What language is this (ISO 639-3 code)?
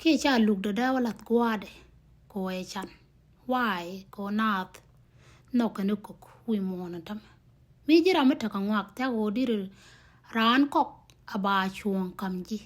nus